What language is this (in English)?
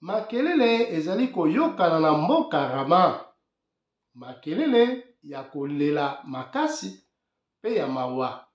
Lingala